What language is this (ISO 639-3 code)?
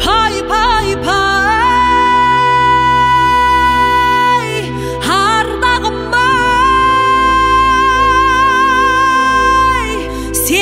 kaz